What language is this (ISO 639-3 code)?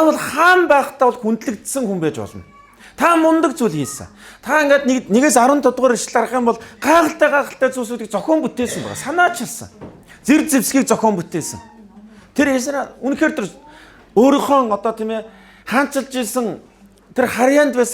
mon